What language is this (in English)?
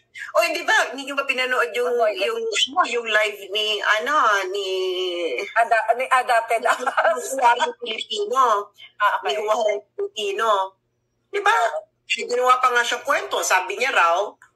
Filipino